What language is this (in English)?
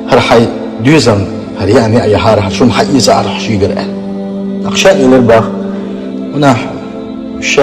Chechen